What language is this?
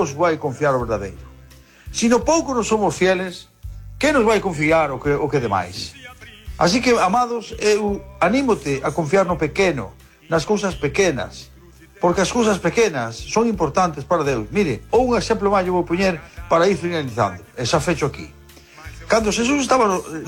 Galician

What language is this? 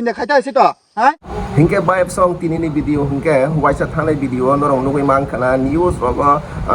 Kok Borok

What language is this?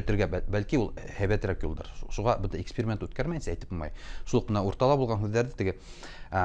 Bashkir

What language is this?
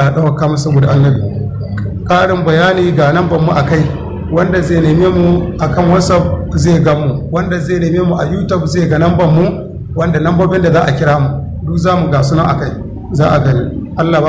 Hausa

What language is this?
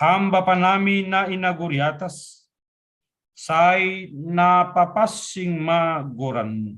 Batak Simalungun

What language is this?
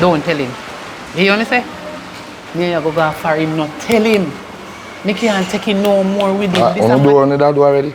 Jamaican Creole English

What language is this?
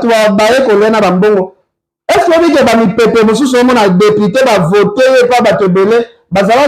Lingala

